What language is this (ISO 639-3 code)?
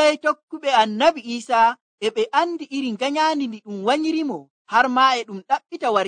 fuv